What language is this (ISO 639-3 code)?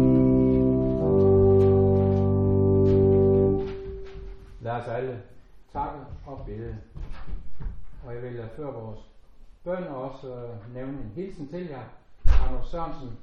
dan